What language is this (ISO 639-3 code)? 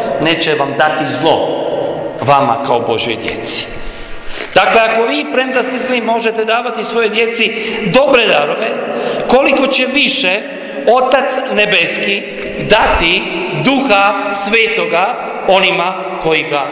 hrv